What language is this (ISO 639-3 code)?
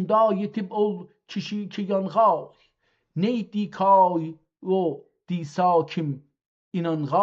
azb